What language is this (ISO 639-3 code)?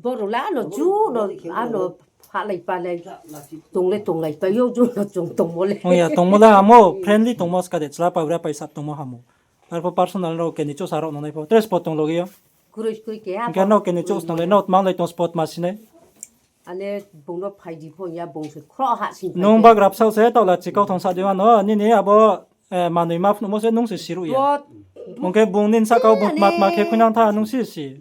ria